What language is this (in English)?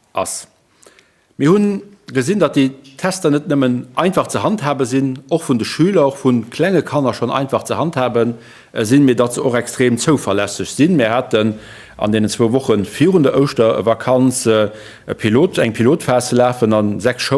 Luxembourgish